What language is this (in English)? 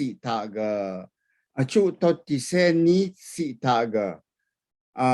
Rawang